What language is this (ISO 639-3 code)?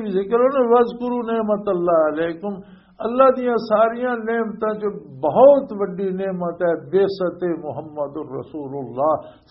lah